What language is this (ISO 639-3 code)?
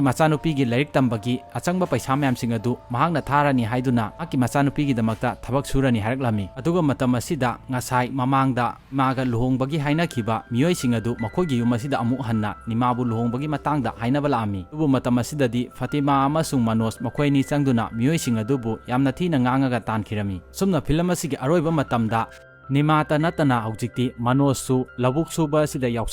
mni